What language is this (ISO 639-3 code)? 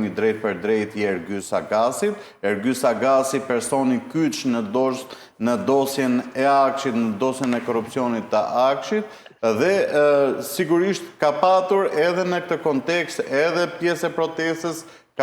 sqi